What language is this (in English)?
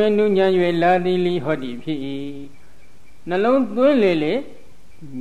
Burmese